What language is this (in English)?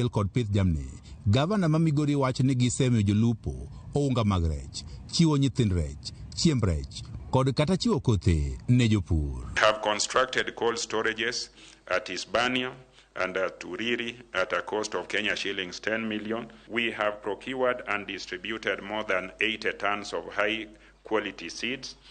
Luo (Kenya and Tanzania)